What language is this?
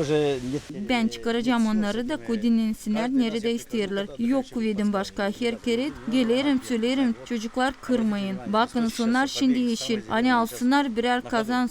Gagauz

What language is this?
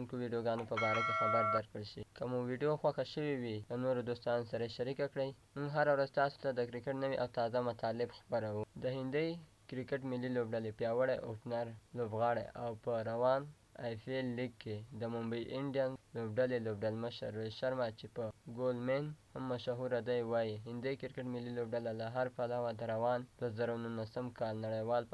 Pashto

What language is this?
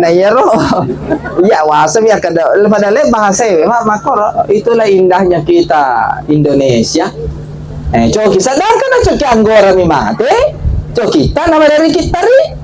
Buginese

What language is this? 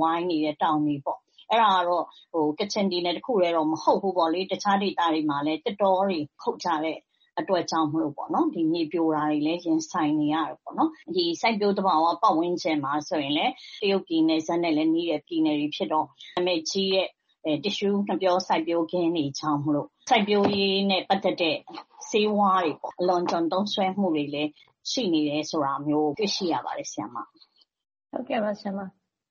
Burmese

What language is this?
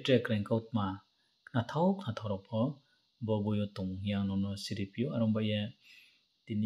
Riang (India)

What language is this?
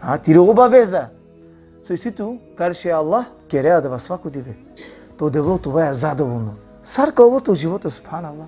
Balkan Romani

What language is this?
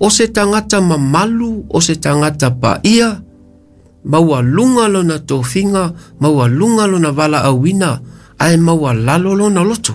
Samoan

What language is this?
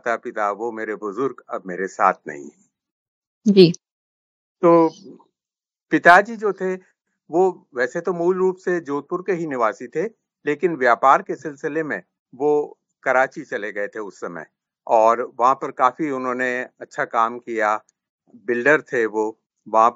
Hindi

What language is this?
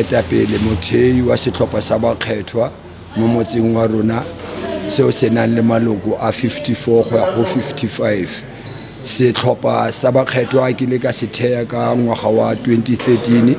Tswana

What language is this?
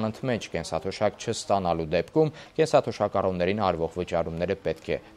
Armenian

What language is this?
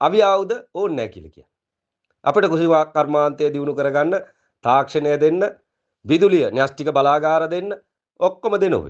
Sinhala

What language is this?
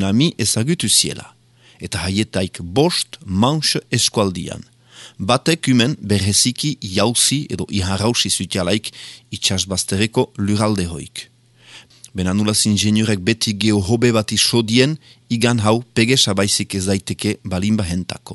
Basque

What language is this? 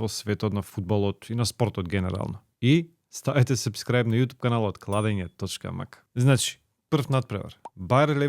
Macedonian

